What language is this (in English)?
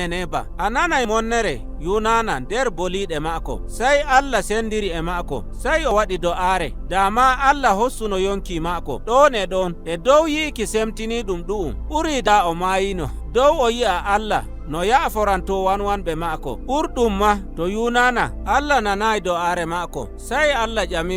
Nigerian Fulfulde